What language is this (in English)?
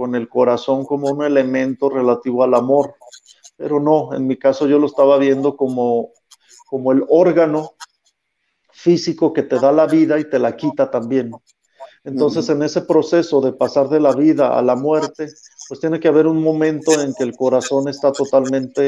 Spanish